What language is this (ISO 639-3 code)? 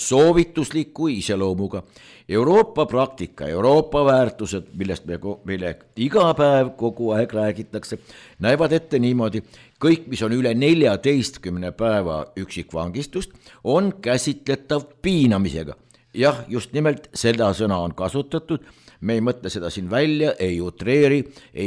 est